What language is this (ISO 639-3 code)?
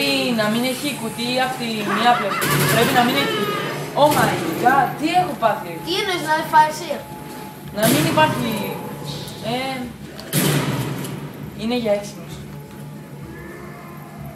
ell